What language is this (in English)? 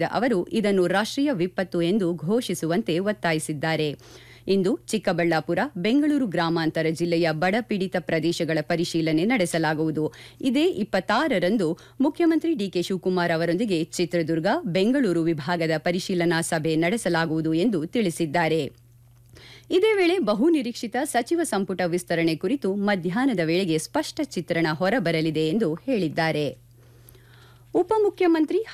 Kannada